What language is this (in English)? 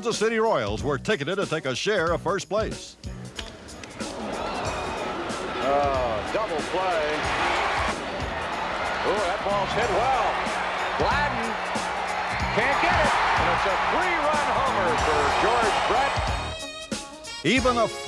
English